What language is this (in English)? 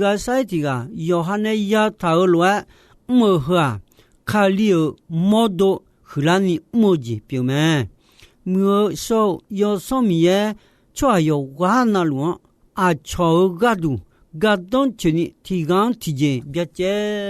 Akha